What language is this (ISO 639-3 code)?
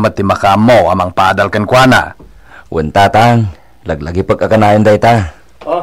ilo